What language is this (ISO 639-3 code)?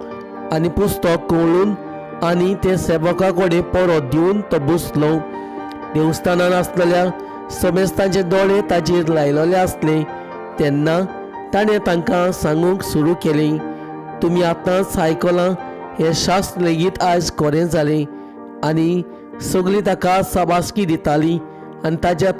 kok